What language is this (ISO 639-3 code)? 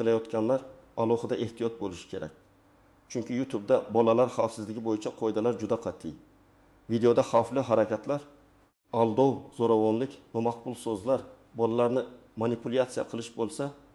uzb